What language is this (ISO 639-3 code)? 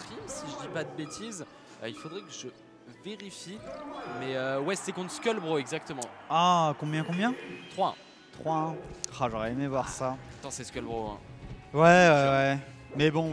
fra